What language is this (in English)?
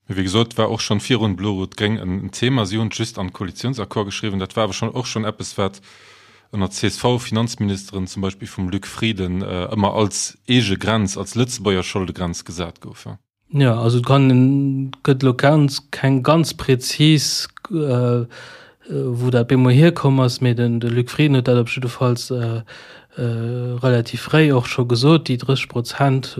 Luxembourgish